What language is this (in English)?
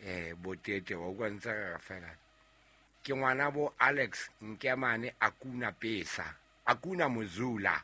Southern Sotho